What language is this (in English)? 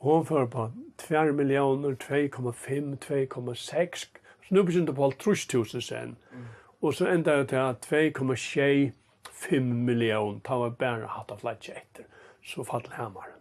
Faroese